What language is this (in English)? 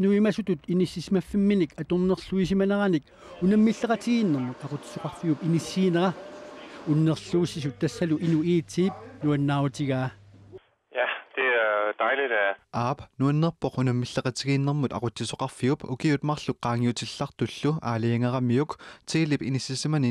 Kalaallisut